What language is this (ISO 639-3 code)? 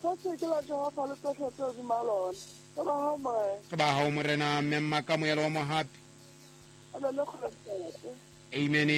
sot